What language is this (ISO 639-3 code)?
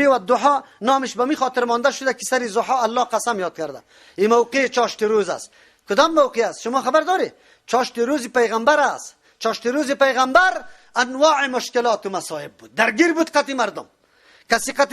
fas